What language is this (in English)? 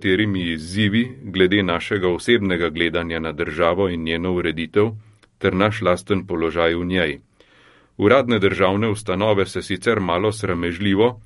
Slovenian